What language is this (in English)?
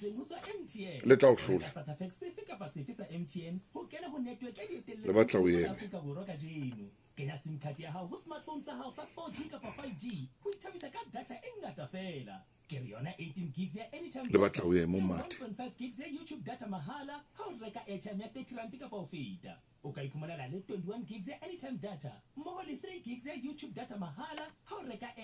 Southern Sotho